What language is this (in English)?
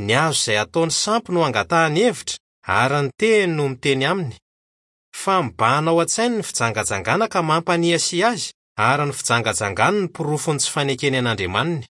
Malagasy